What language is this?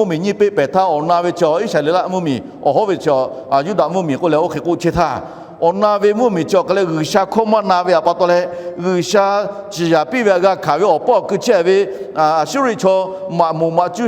Lahu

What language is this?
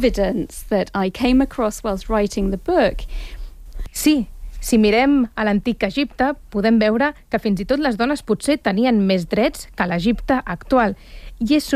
Catalan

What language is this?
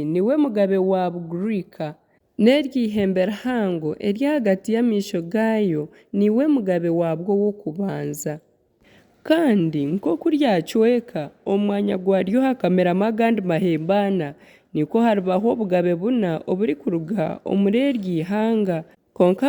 Nyankole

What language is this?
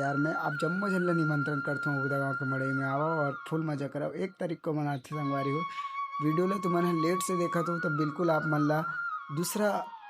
Chhattisgarhi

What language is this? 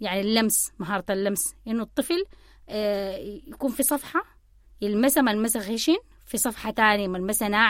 Sudanese Arabic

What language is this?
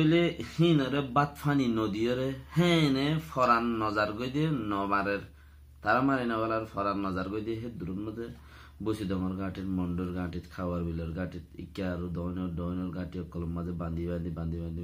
Rohingya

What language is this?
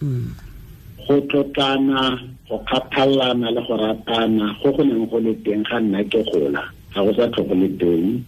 Tswana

